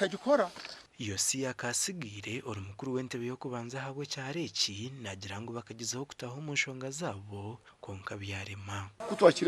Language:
Nyankole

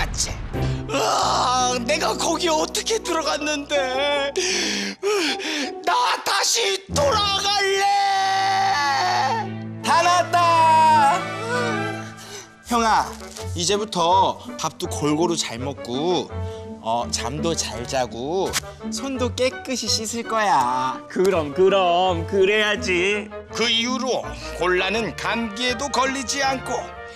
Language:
Korean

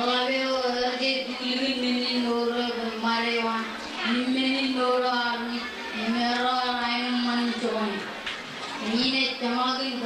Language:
Marshallese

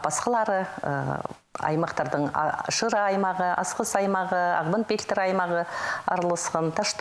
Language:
Khakas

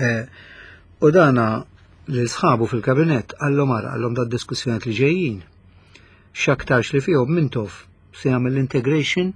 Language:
Maltese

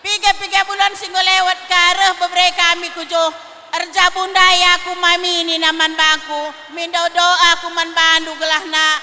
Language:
Batak Karo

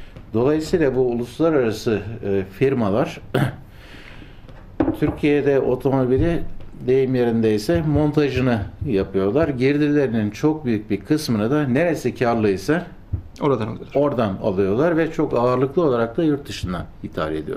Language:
Turkish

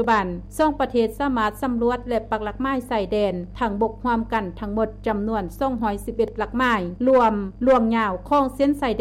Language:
Lao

